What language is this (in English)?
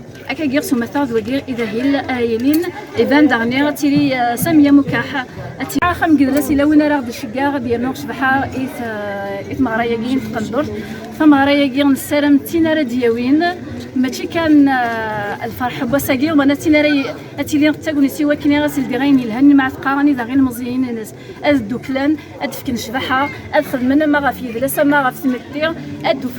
Kabyle